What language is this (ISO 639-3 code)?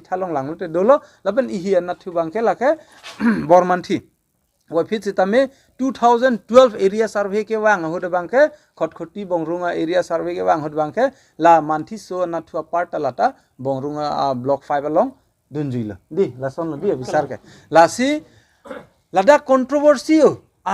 mjw